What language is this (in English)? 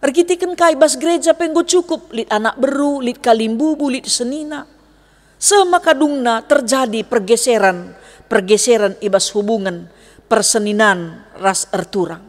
Batak Karo